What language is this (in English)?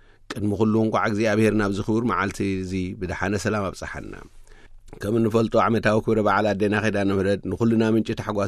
Tigrinya